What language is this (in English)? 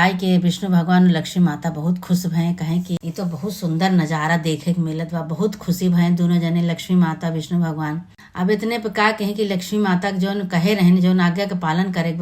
Awadhi